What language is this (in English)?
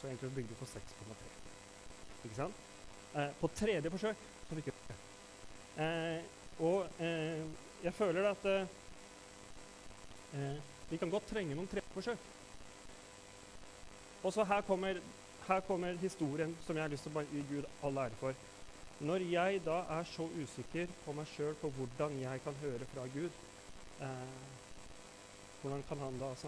Norwegian